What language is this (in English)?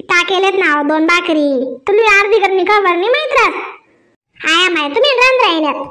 Khandesi